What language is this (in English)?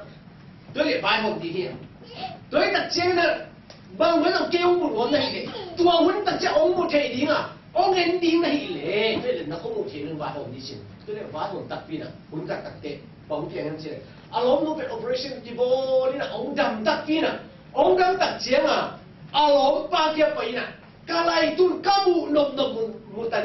Tedim Chin